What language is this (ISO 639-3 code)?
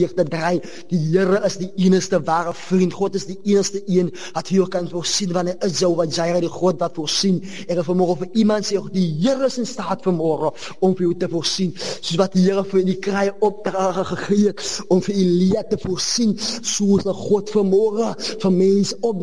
afr